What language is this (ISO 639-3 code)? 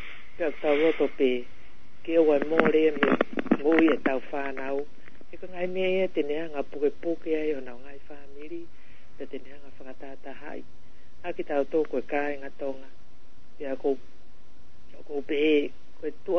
ton